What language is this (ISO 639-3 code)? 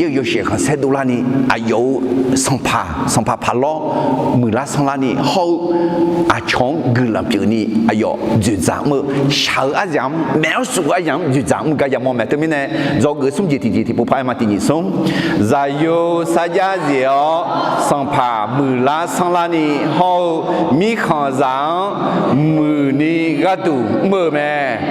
ahk